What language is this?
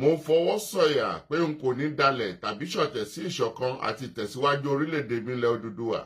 Yoruba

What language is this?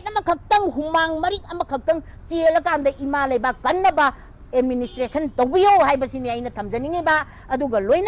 Manipuri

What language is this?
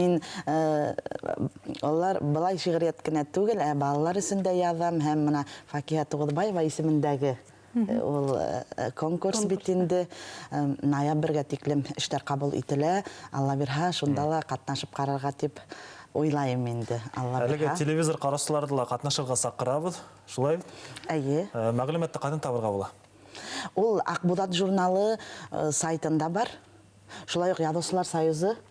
Bashkir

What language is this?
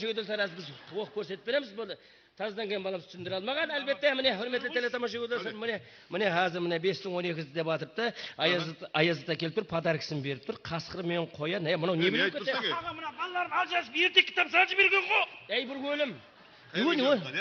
Kara-Kalpak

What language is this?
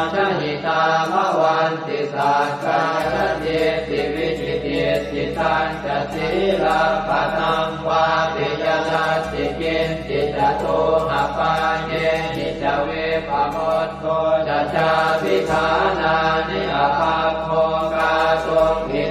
Pali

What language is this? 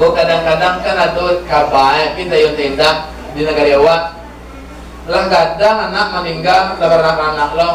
Minangkabau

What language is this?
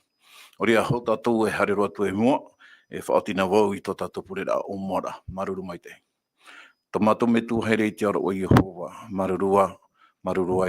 Tahitian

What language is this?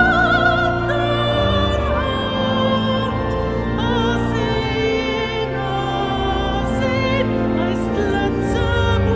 Luxembourgish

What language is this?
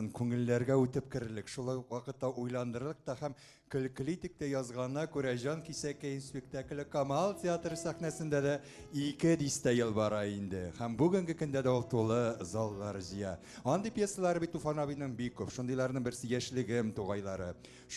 Bashkir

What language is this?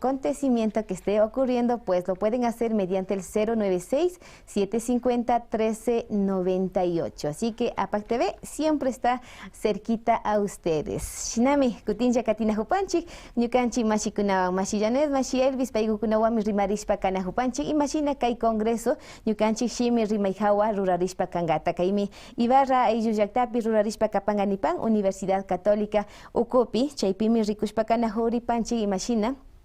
Imbabura Highland Quichua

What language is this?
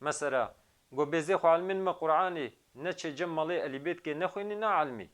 Kurdish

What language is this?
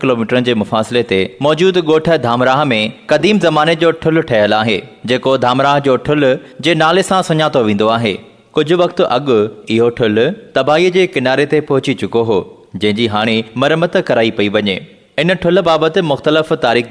Sindhi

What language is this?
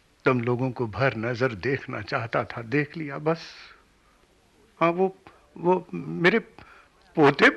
Hindi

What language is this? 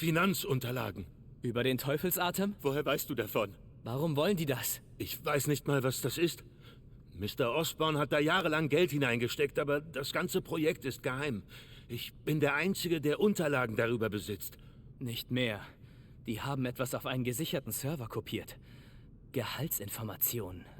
Bavarian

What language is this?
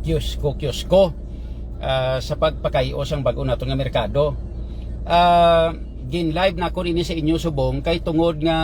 Hiligaynon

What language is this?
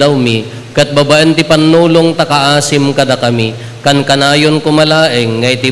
Iloko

